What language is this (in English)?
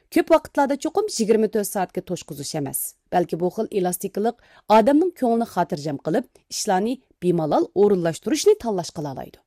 Uyghur